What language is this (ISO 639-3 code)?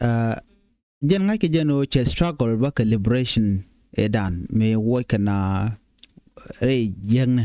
nus